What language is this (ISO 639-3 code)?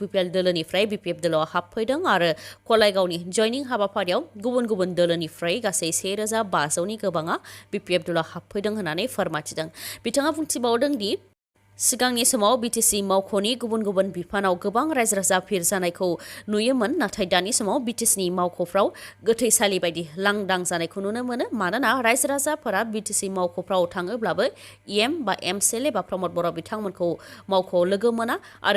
brx